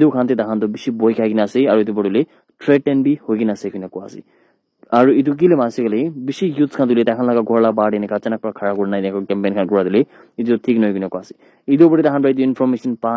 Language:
Naga Pidgin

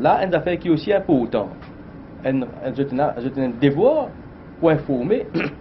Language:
Morisyen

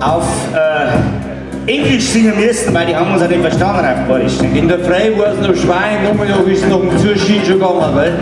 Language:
Bavarian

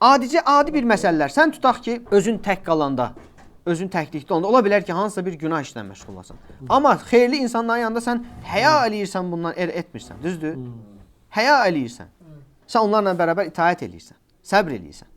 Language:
Azerbaijani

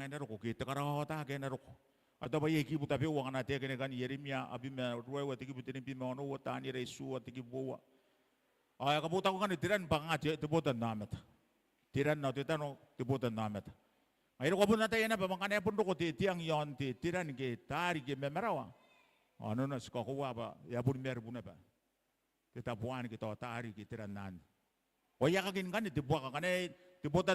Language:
Gilbertese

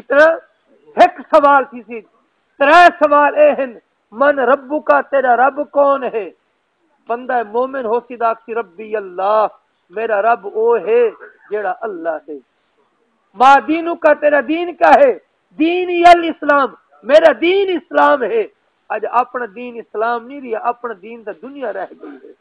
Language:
Saraiki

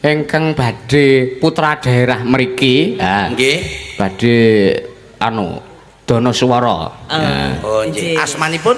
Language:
Javanese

